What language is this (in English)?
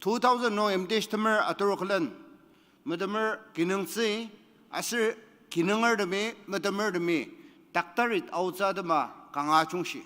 Ao Naga